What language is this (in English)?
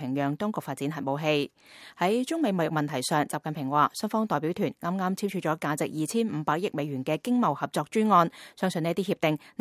Cantonese